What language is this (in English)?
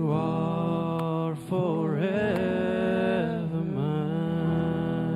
Plautdietsch